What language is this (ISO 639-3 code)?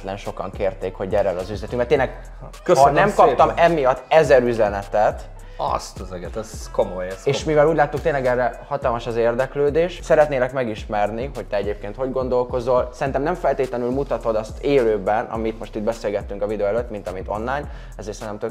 hun